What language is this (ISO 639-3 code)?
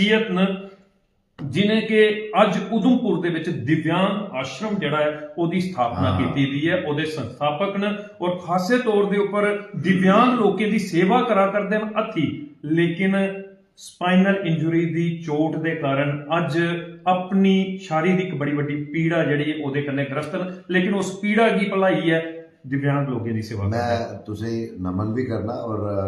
doi